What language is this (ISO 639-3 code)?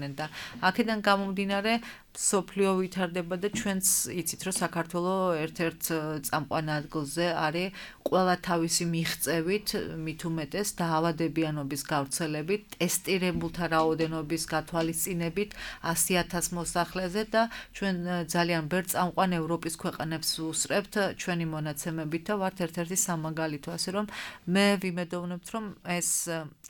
kat